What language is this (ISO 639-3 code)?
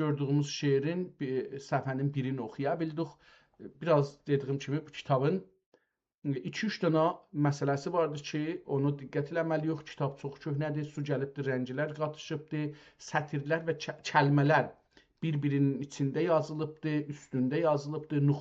azb